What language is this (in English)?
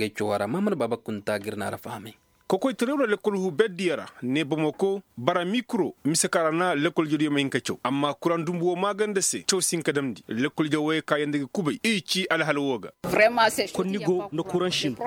Koyraboro Senni